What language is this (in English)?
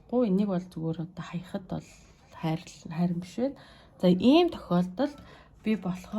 Mongolian